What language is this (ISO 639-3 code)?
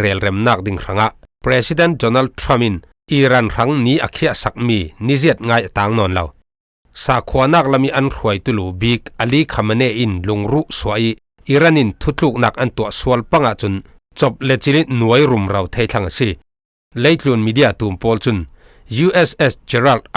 cfm